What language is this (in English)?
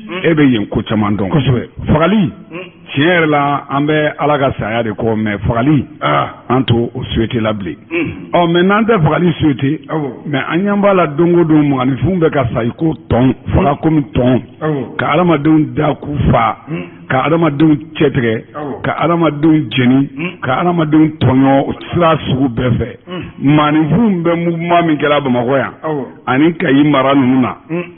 Bambara